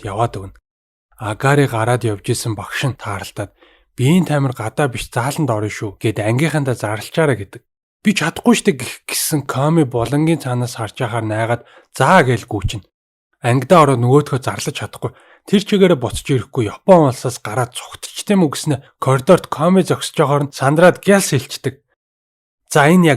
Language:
Mongolian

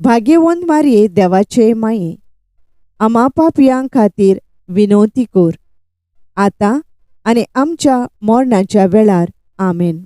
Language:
Konkani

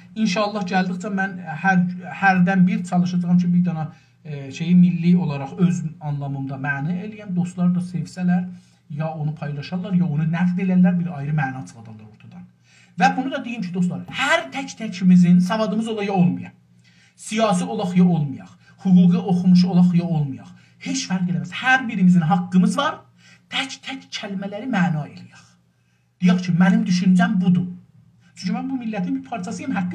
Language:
South Azerbaijani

